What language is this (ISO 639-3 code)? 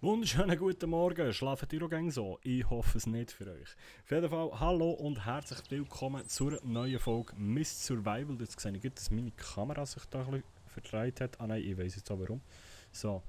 gsw